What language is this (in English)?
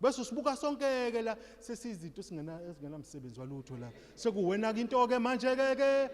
Zulu